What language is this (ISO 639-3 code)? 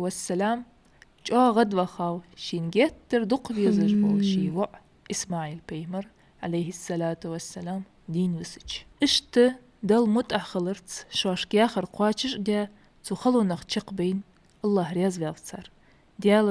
inh